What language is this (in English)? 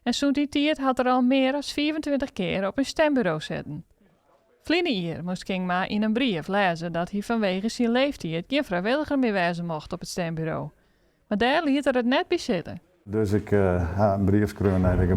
Western Frisian